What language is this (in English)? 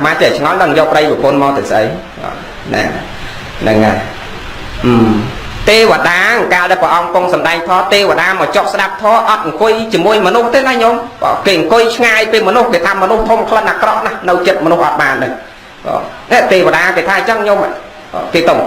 Khmer